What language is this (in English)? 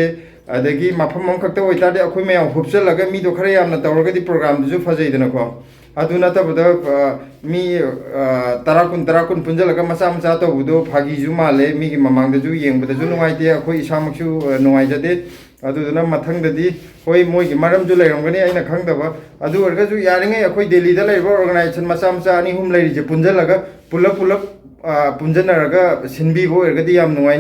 Manipuri